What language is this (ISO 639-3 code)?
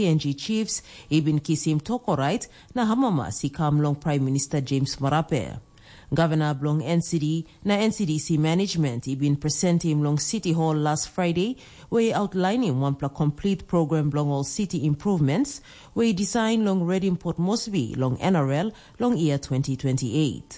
tpi